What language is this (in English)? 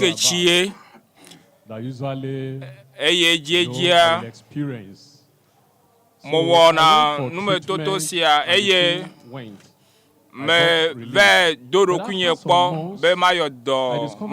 Ewe